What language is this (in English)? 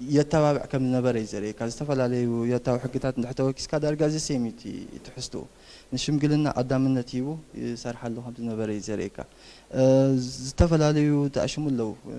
Tigrinya